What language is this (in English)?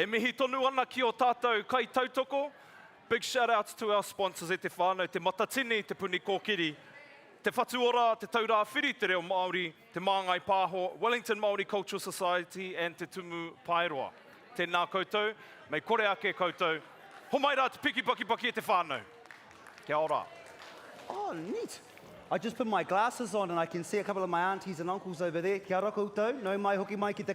Māori